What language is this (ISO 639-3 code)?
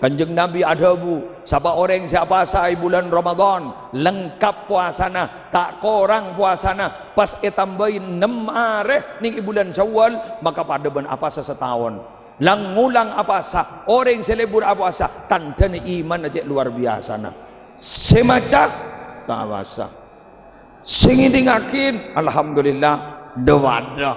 mad